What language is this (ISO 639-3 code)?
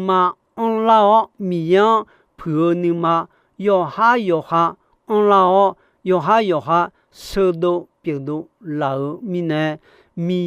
ahk